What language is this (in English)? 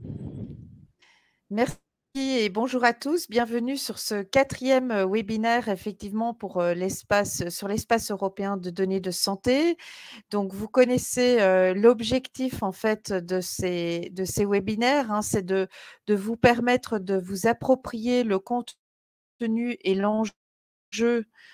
French